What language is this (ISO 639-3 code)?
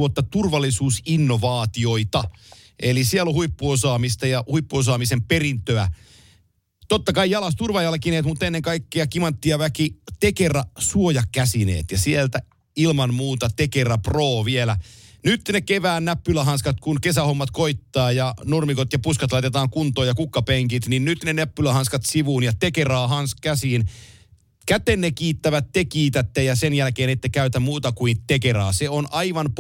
fin